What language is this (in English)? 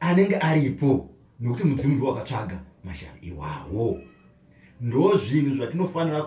Shona